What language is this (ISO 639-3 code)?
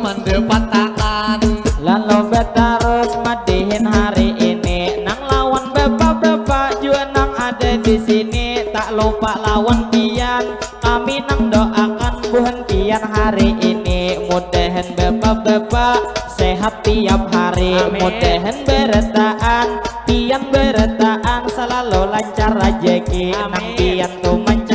bjn